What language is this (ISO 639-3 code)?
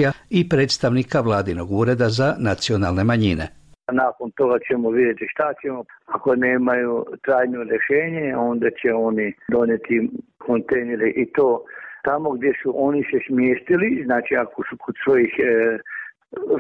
hrv